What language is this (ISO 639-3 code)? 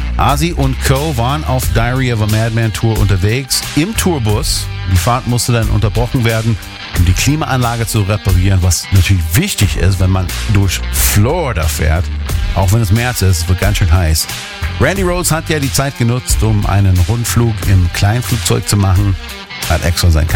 deu